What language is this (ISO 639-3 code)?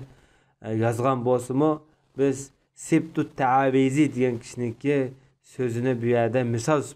uig